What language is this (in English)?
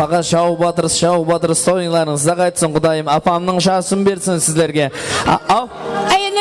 Kara-Kalpak